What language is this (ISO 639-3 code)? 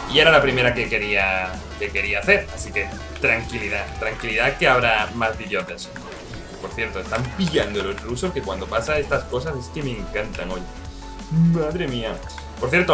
spa